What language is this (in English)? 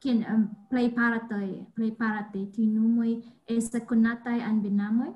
Esperanto